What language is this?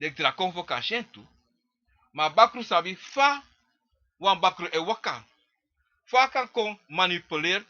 Sranan Tongo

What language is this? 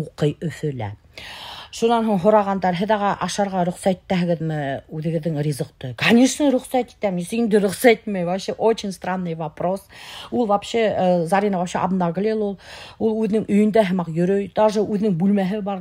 Bashkir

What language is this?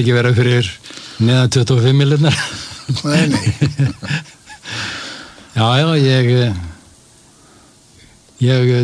Icelandic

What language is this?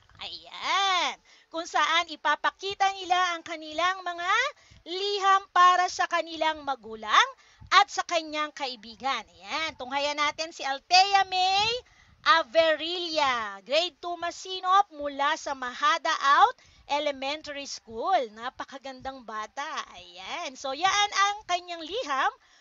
Filipino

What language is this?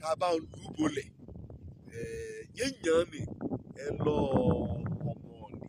Yoruba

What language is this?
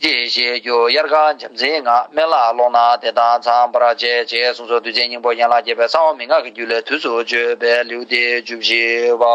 Tibetan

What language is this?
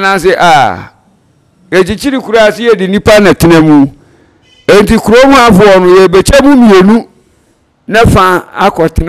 Akan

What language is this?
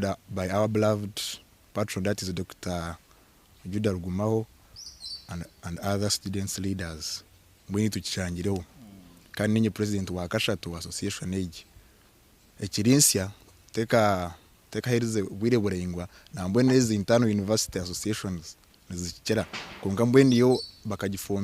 Nyankole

